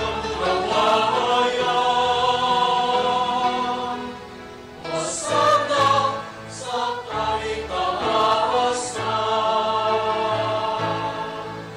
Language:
Bikol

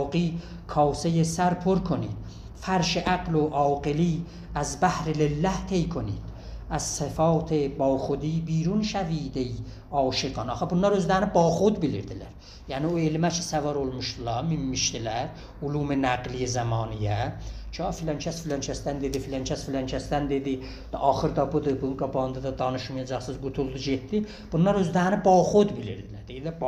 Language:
South Azerbaijani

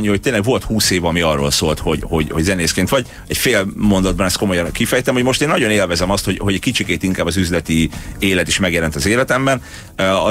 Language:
Hungarian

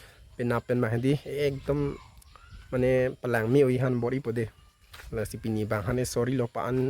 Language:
Karbi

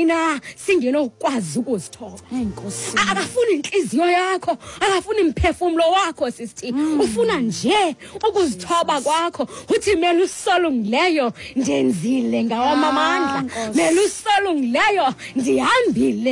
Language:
Xhosa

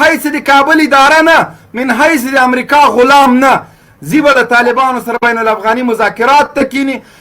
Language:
Pashto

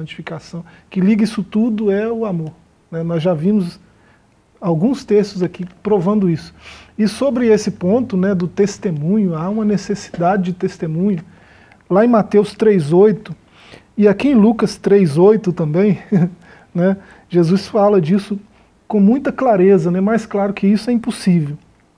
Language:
Portuguese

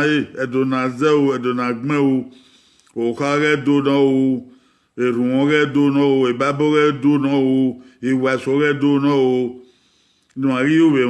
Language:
Bini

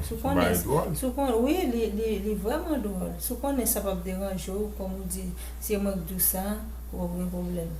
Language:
Haitian Creole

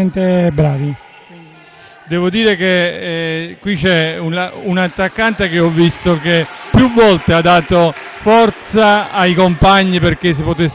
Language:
Italian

